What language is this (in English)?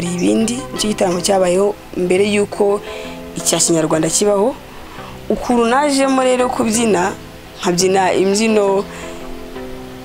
Kinyarwanda